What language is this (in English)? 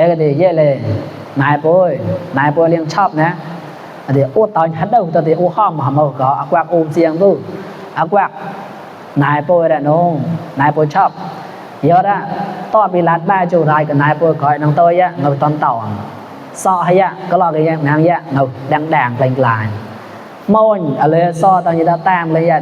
Mon